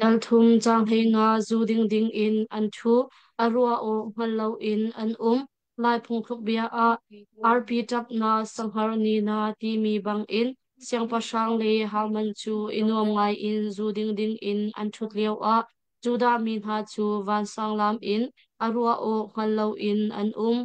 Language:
Hakha Chin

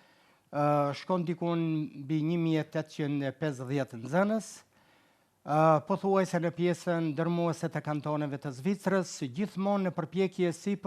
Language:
Albanian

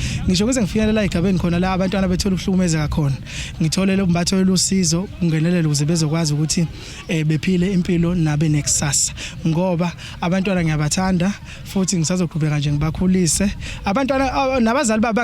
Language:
Zulu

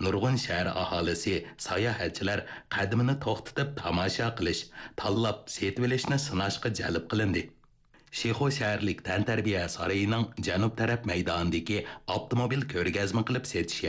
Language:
Uyghur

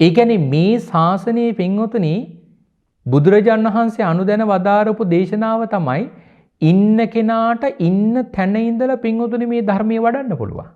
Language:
Sinhala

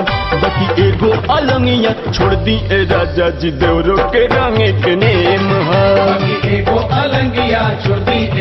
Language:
Bhojpuri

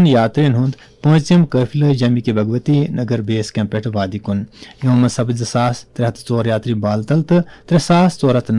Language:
Kashmiri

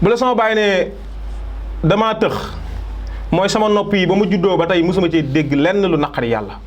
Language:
Wolof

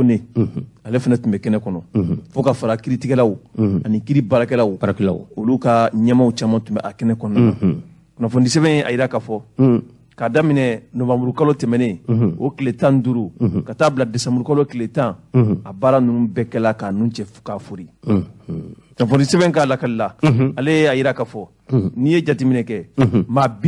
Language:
Bambara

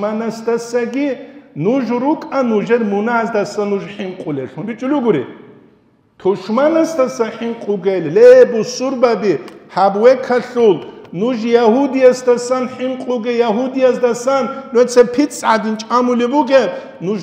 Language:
Avaric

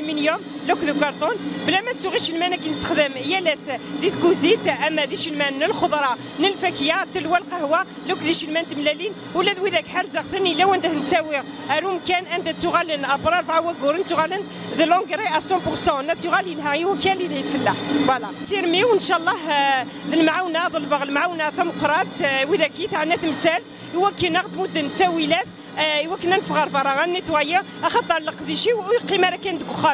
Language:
Kabyle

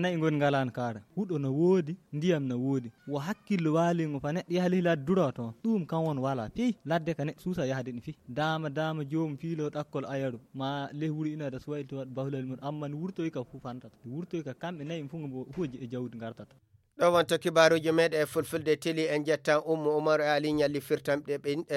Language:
Nigerian Fulfulde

